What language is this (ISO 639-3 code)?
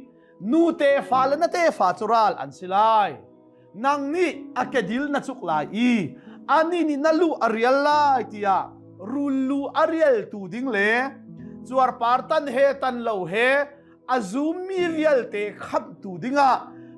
cnh